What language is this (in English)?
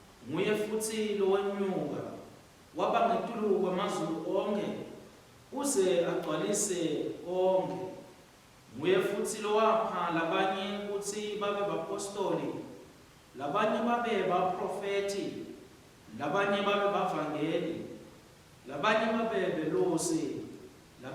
Swati